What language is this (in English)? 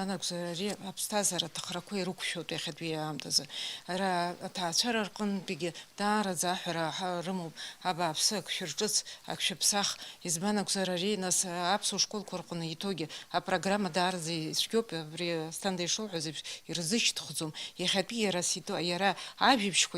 Abkhazian